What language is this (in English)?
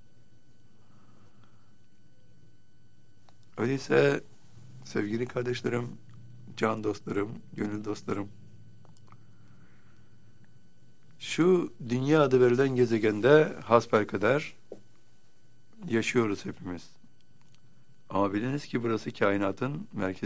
Turkish